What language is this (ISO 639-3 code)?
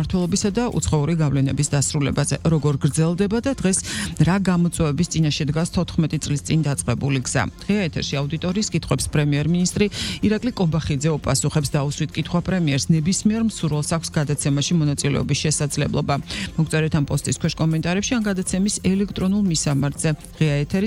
kat